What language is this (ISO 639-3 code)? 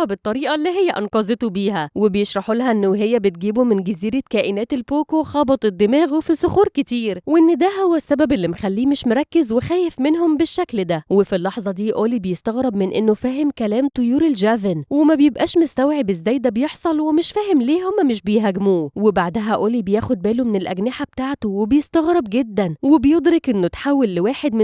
arz